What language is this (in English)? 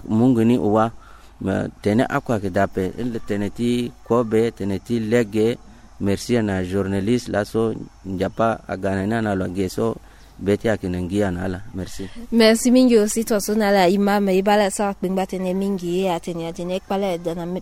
Sango